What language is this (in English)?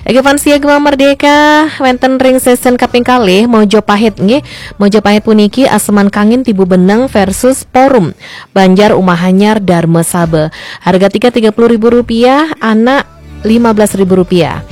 Balinese